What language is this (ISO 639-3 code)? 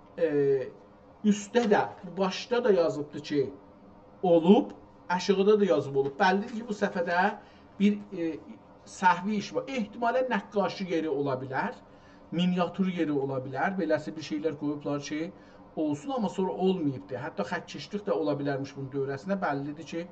azb